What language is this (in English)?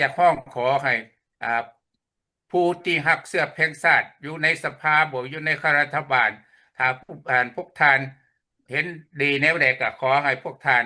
Lao